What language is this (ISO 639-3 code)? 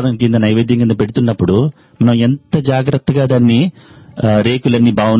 tel